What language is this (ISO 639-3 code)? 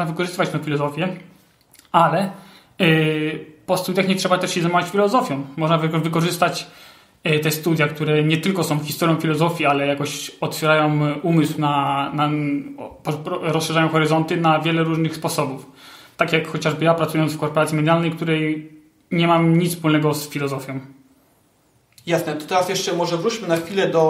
pol